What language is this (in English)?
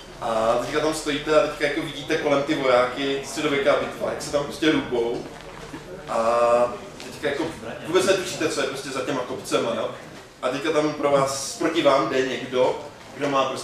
Czech